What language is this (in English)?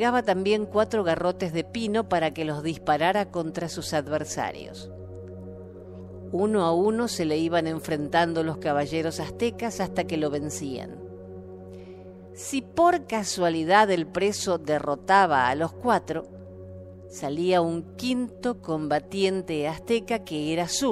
Spanish